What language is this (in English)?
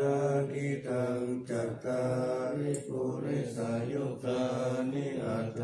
Pali